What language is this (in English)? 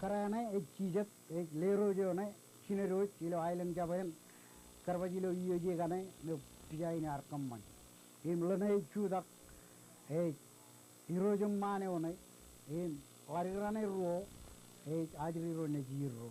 Marshallese